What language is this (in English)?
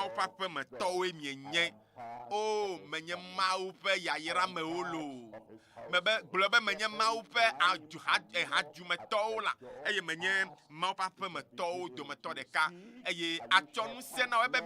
Ewe